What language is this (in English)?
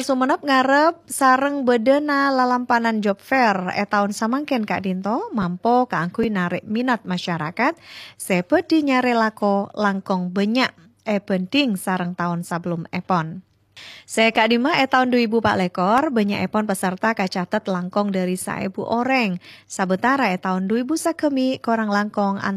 Madurese